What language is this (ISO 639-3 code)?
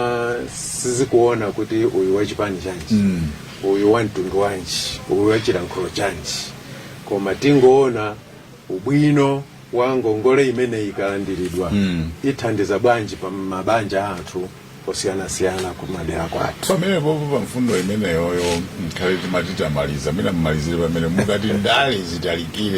nya